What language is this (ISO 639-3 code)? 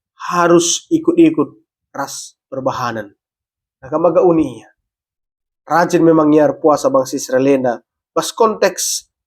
btx